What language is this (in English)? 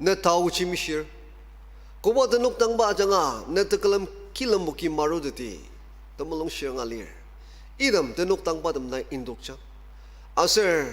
Ao Naga